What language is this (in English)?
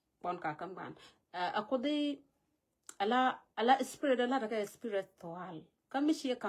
Nuer